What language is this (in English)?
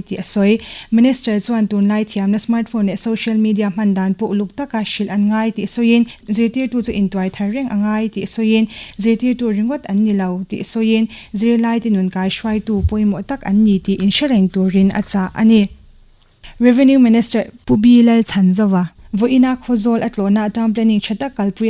Mizo